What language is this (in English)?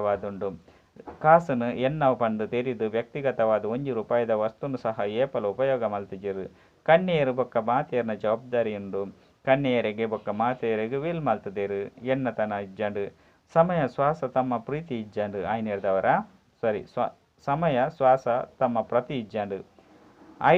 Tulu